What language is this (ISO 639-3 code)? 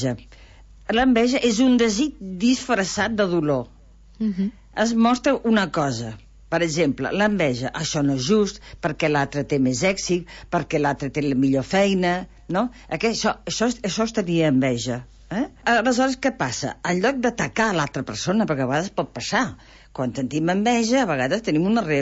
cat